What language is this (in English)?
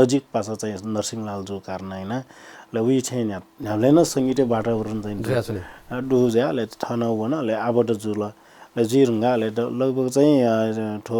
Newari